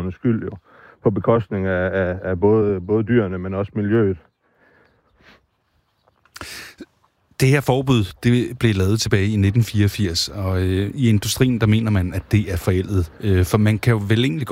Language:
Danish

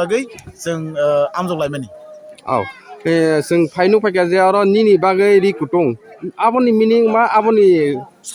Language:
Kok Borok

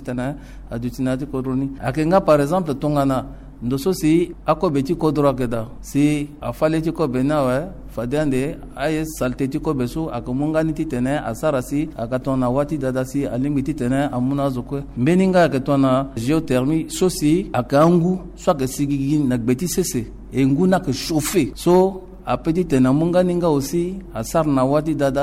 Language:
Sango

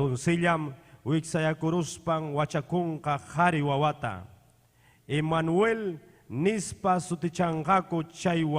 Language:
Ayacucho Quechua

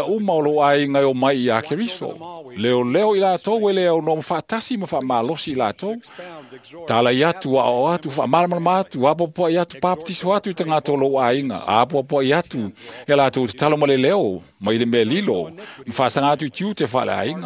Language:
Samoan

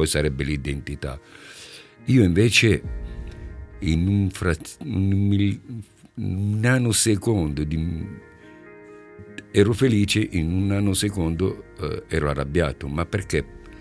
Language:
Italian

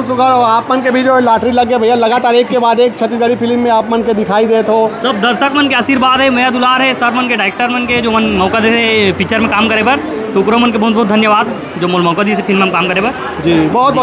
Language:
Chhattisgarhi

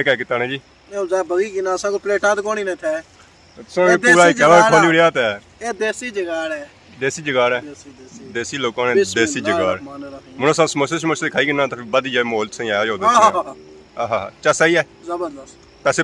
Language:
Pahari-Potwari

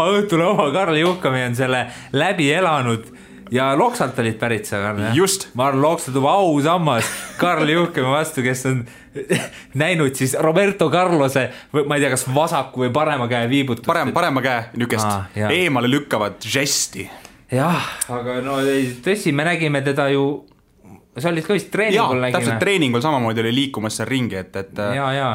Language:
Estonian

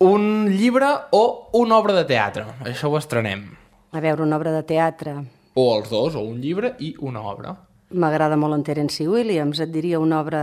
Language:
Catalan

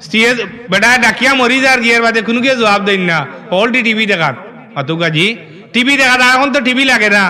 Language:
Sylheti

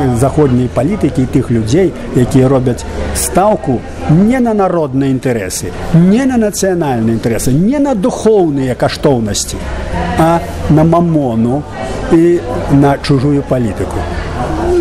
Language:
Belarusian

